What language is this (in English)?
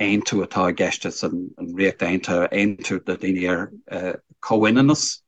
Irish